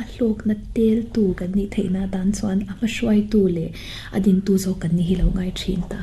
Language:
Mizo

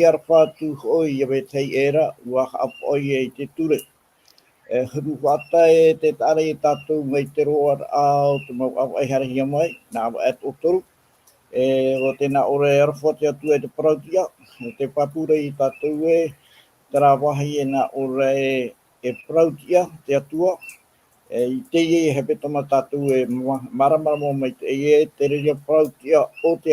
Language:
Tahitian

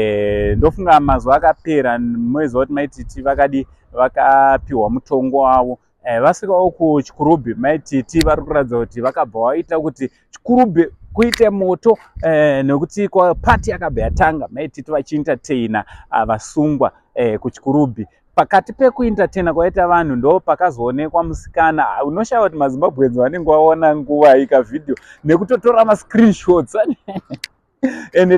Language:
Shona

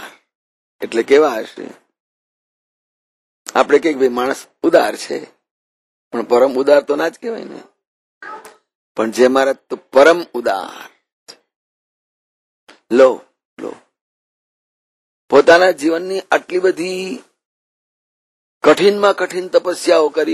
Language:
Gujarati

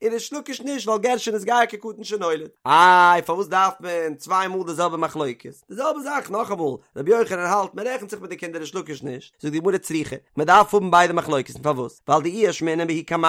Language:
Yiddish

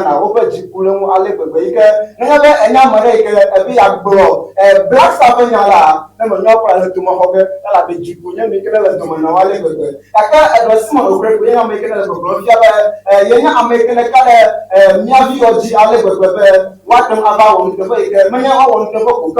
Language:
Ewe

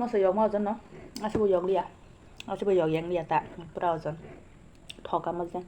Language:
Kok Borok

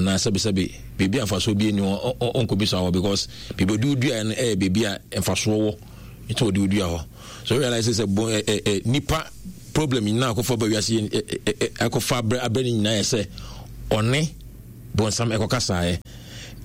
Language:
Akan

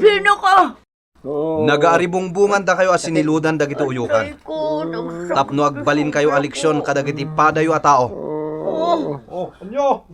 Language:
Iloko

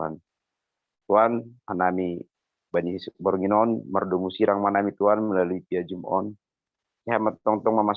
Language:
Batak Simalungun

